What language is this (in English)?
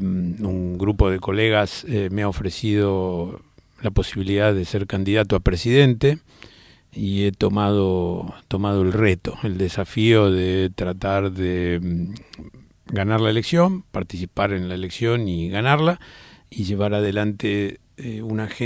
Spanish